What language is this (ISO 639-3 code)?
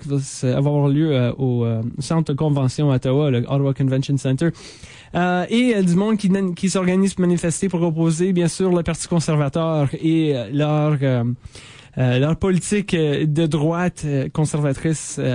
fra